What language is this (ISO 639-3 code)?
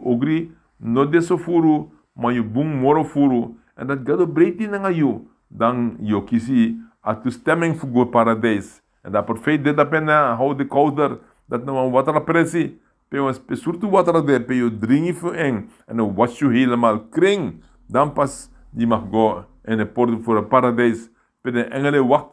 srn